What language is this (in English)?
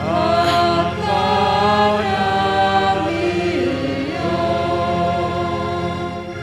Batak Simalungun